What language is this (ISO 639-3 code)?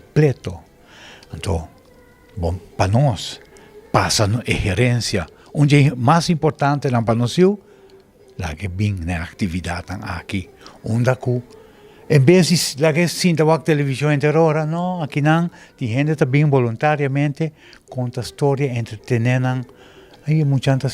pap